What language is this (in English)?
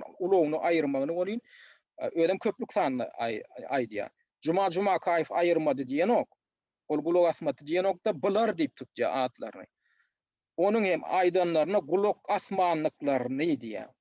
Turkmen